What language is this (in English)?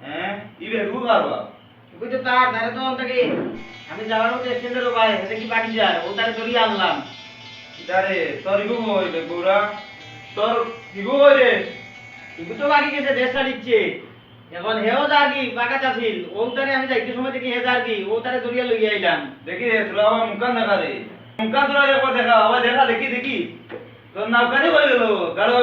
Sylheti